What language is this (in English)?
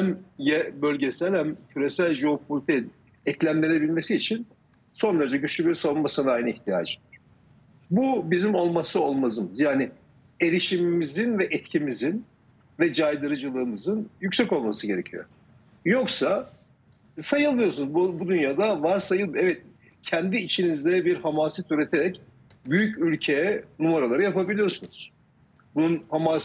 Turkish